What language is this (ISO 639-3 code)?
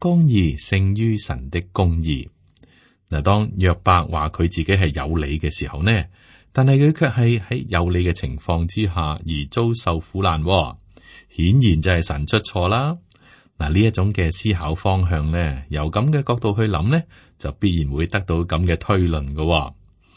yue